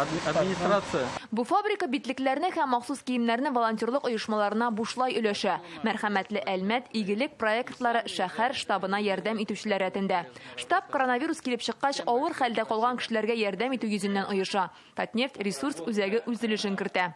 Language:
Tatar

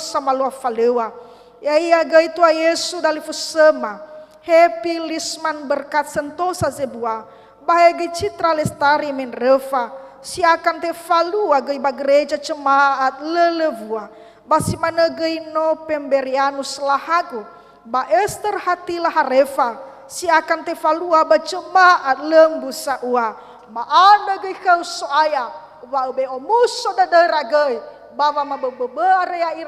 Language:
Nias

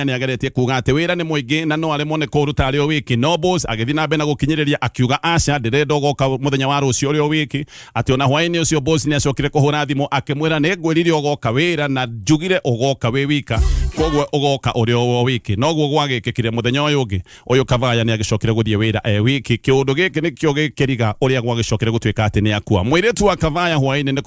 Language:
Kikuyu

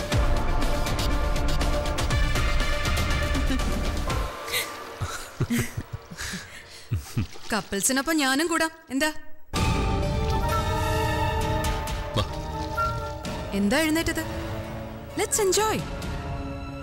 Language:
Malayalam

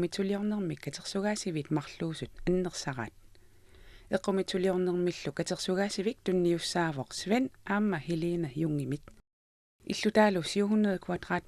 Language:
Kalaallisut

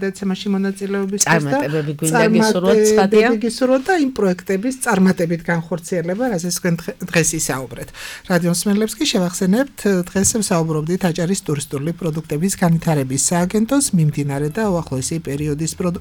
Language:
Georgian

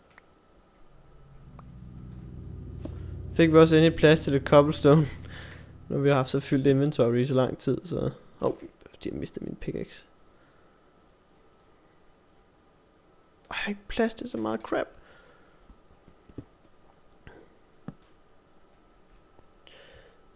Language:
Danish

